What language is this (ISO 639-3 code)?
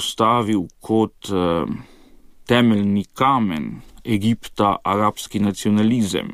slv